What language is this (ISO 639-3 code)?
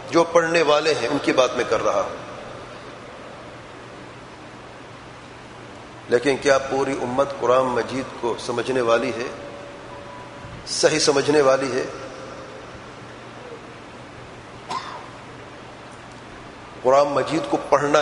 urd